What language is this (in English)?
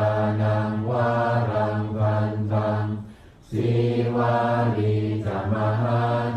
Pali